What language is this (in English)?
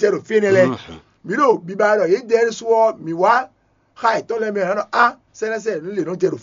Fon